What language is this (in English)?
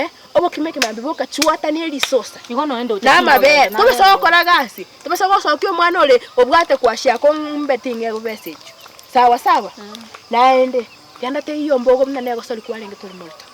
Gusii